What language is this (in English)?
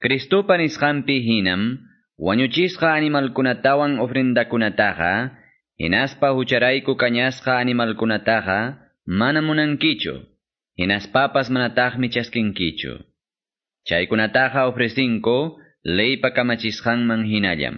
Quechua